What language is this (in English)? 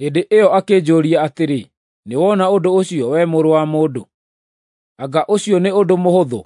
Kikuyu